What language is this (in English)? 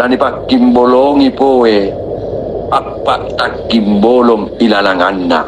Makasar